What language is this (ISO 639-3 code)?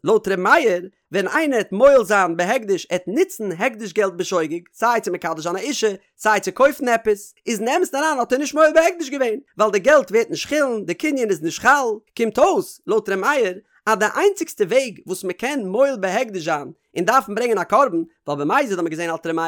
yid